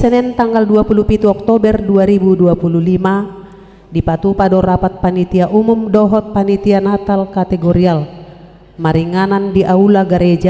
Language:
Batak Toba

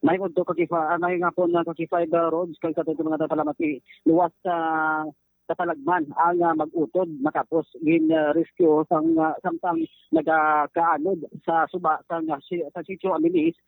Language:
Hiligaynon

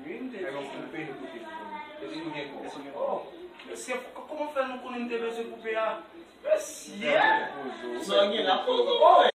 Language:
Haitian Creole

